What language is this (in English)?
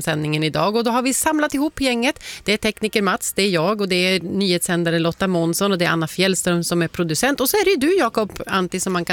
Swedish